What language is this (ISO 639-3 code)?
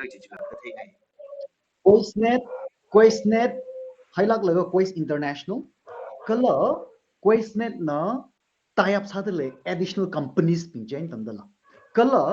nmf